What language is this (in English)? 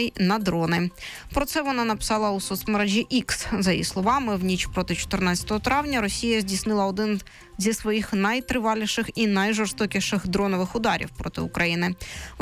Ukrainian